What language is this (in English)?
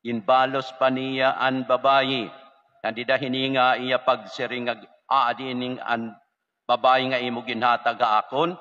Waray